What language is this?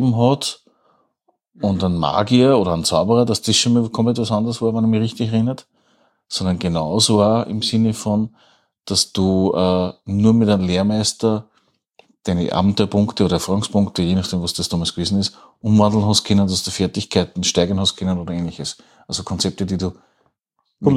German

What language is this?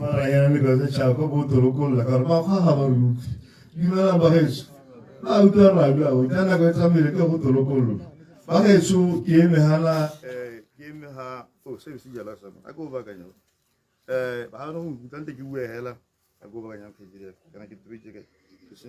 Tswana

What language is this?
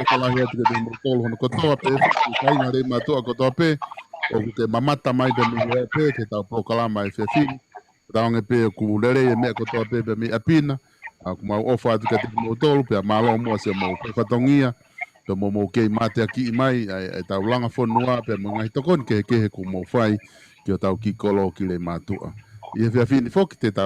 Tongan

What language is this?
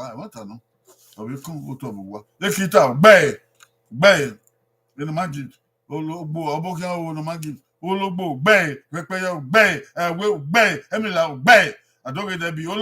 Bini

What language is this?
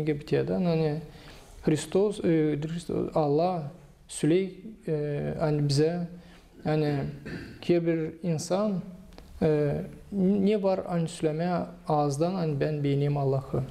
Gagauz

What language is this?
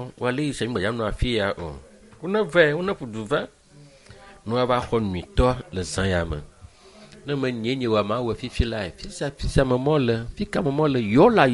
Ewe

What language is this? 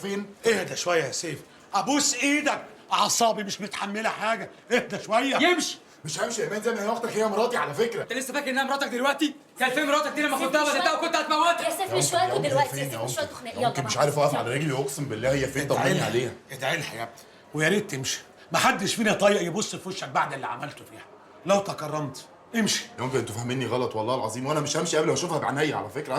Egyptian Arabic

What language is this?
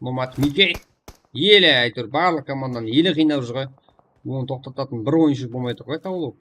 Kara-Kalpak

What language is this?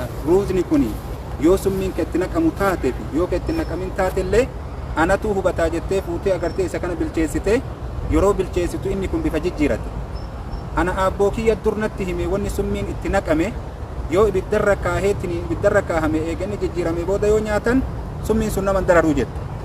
Oromo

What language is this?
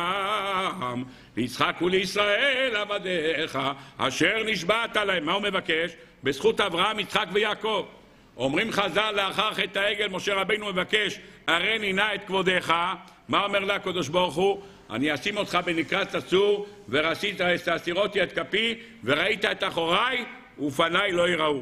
Hebrew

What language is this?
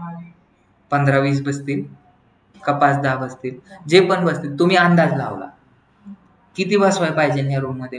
Marathi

